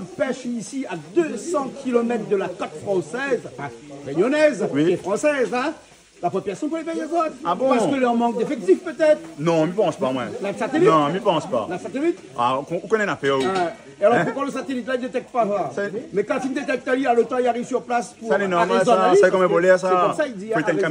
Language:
Réunion Creole French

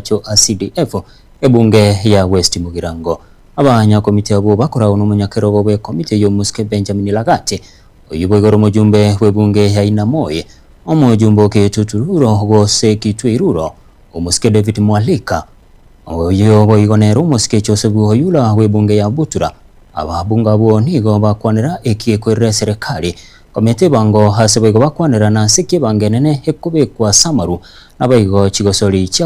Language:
Gusii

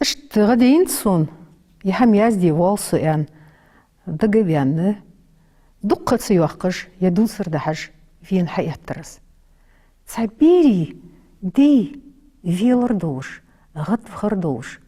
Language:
Ingush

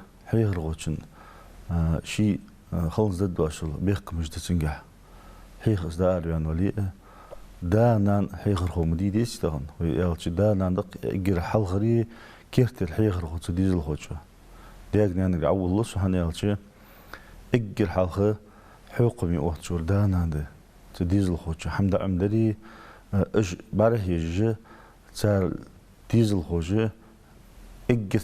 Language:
Ingush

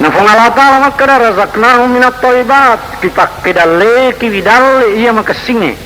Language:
Buginese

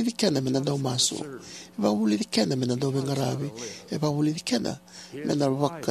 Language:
Fijian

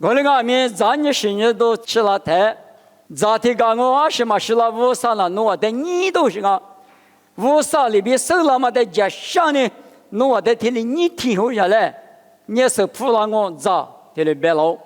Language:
Lisu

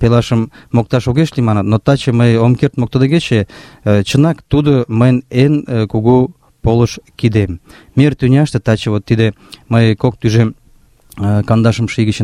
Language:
Mari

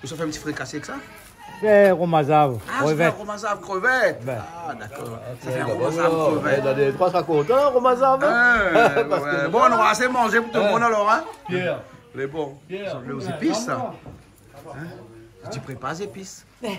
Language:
Réunion Creole French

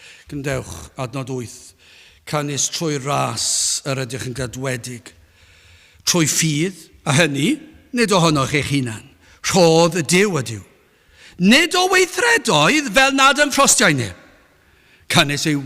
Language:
Welsh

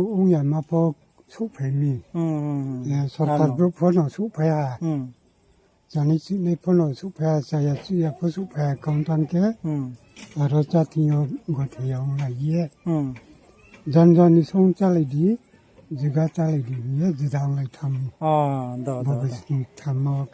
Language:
Riang (India)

